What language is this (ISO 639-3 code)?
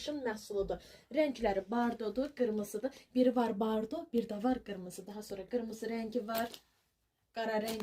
aze